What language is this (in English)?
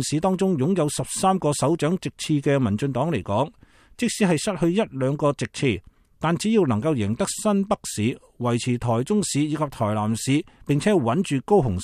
Cantonese